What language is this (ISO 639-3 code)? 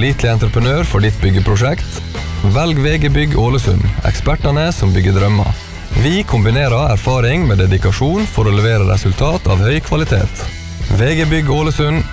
nor